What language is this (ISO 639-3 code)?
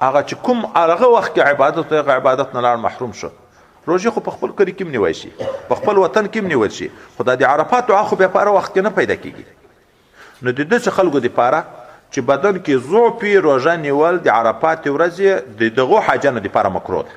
pus